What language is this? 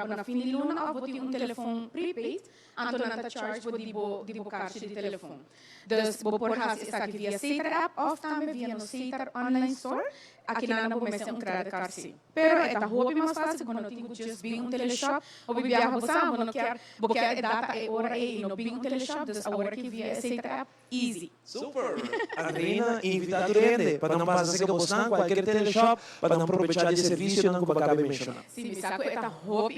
Papiamento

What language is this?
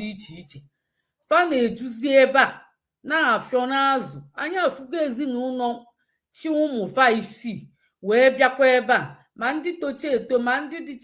Igbo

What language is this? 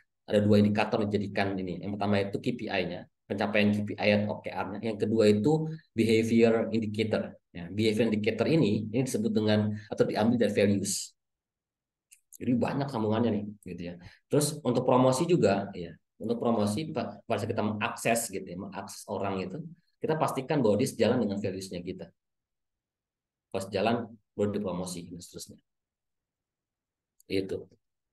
Indonesian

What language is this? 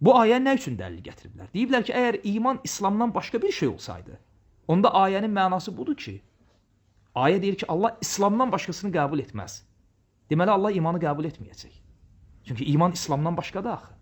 Azerbaijani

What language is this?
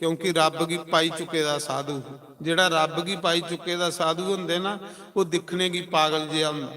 Dogri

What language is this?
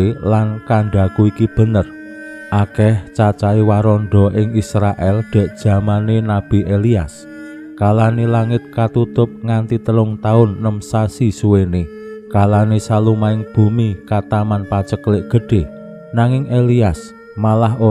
Javanese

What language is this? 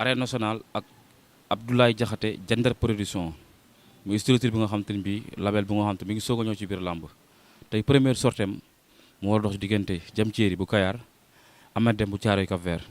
Wolof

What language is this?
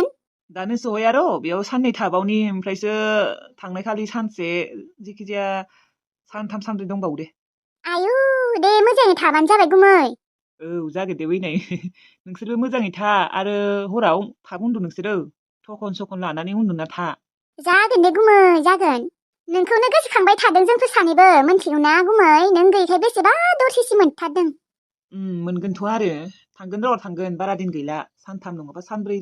Bodo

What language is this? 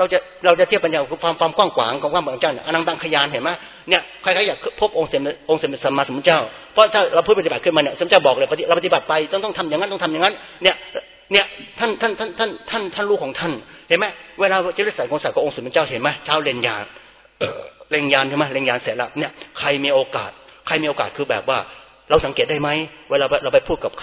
Thai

